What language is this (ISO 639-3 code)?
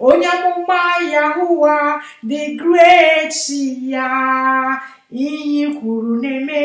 ibo